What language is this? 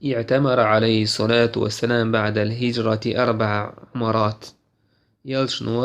Chechen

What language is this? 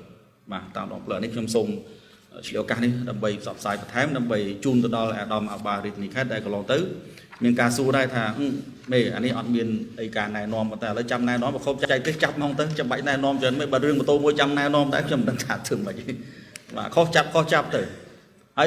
Khmer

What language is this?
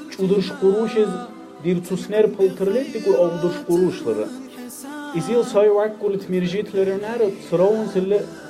Dargwa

